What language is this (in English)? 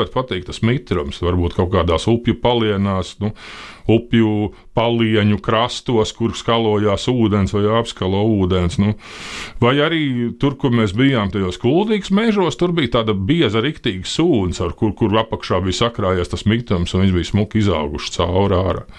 Latvian